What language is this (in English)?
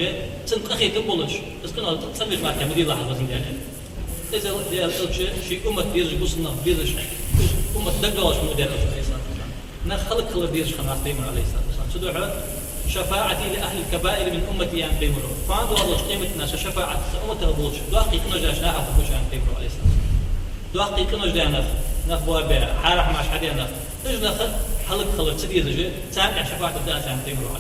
Ingush